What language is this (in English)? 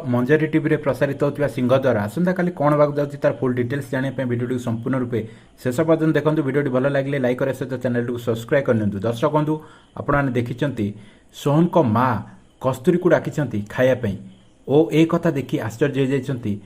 Odia